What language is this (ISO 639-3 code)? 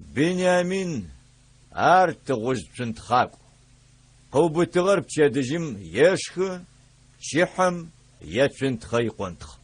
ady